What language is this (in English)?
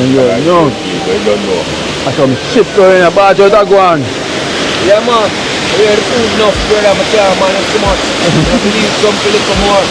Jamaican Creole English